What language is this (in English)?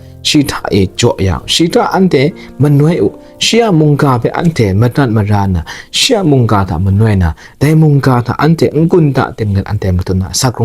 Kachin